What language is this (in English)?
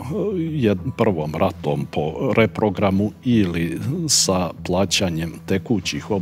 Bosnian